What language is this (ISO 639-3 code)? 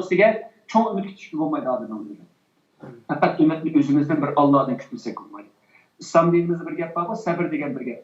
uig